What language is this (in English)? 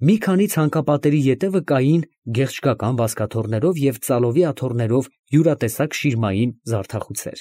Armenian